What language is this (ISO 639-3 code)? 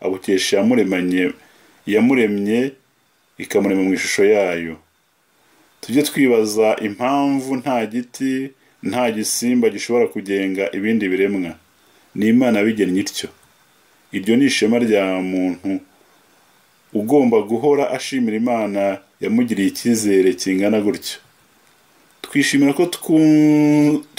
kin